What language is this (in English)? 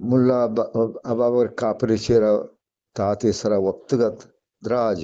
Eastern Balochi